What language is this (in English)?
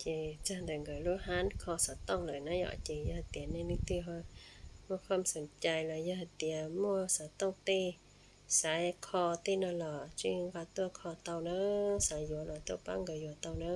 Hmong